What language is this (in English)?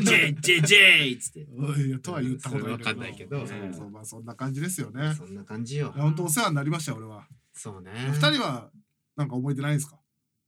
Japanese